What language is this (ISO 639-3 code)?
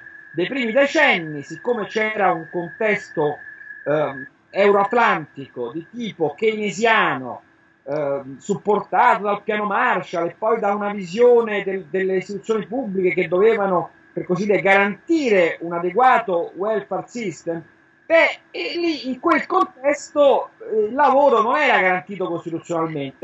ita